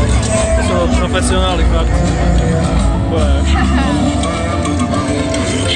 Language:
Slovak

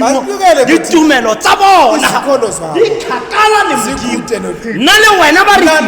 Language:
Tswana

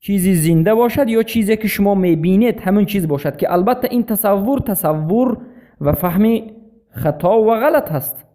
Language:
Persian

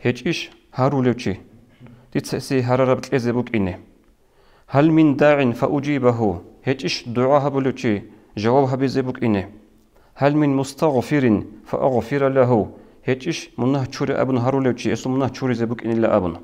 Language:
Avaric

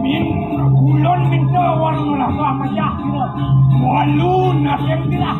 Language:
Balinese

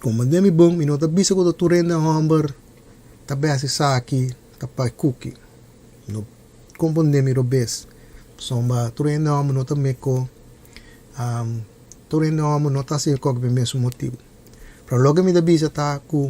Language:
Papiamento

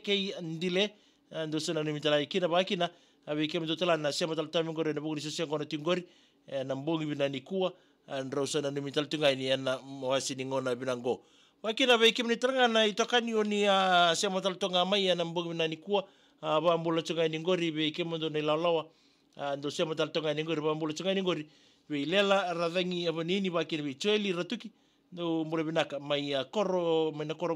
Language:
Fijian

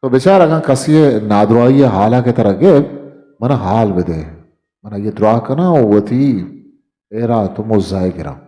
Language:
Eastern Balochi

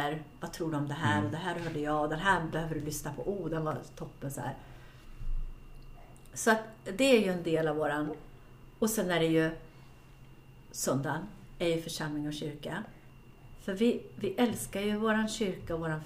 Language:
Swedish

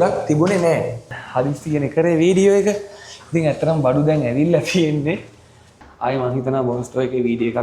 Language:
Sinhala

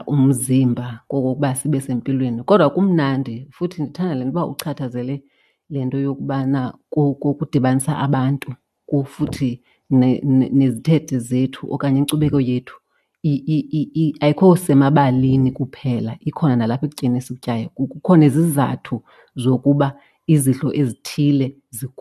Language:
Xhosa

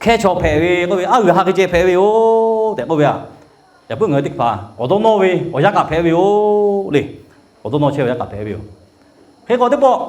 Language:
Lahu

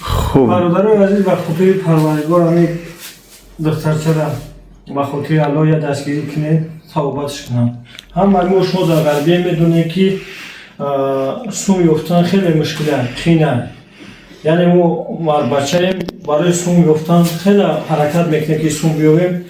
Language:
Tajik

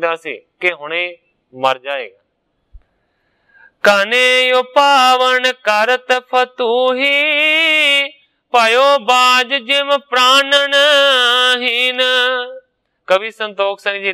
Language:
Punjabi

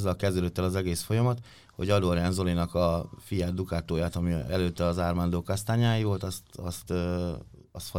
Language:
Hungarian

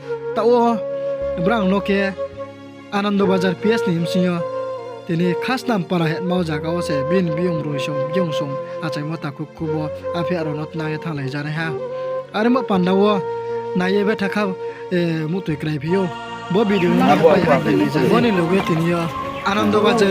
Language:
Riang (India)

